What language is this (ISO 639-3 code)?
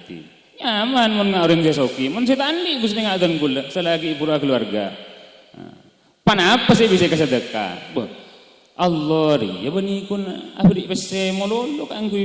mad